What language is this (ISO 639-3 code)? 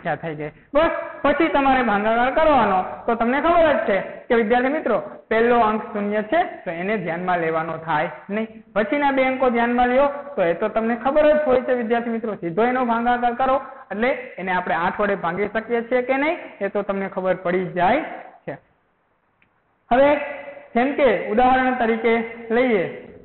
guj